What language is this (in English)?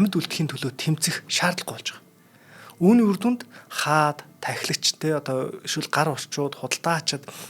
Mongolian